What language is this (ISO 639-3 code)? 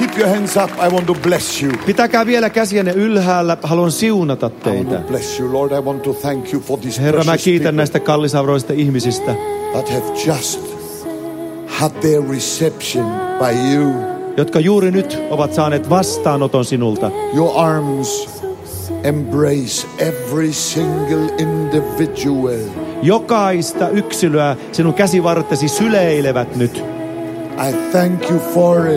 fin